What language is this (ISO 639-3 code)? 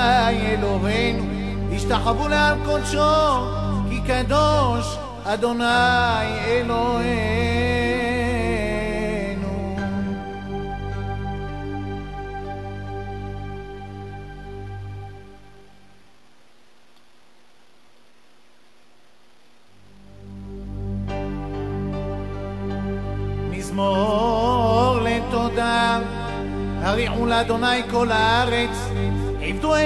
heb